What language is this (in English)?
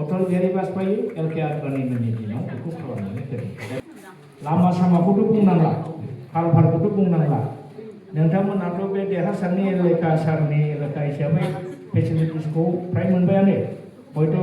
Bodo